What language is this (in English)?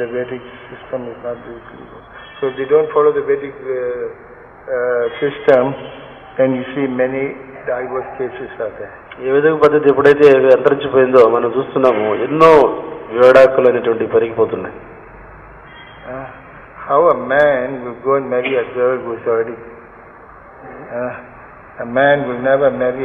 Telugu